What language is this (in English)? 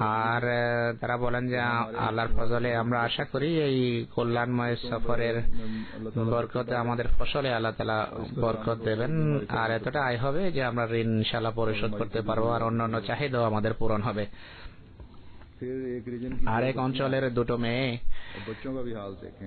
Bangla